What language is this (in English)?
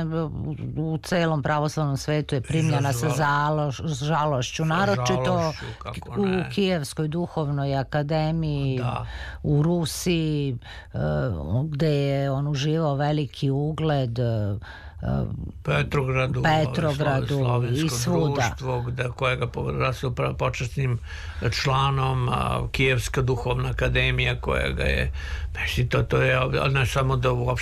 Serbian